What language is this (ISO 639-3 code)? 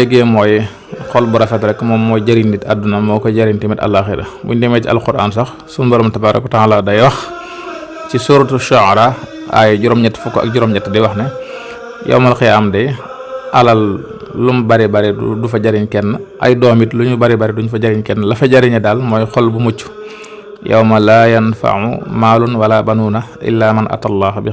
wol